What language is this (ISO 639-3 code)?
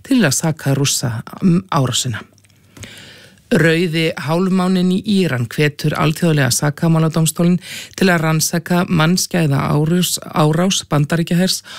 isl